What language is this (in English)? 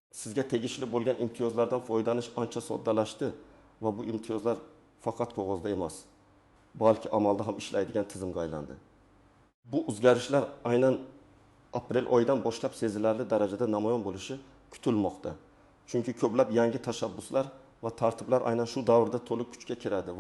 Uzbek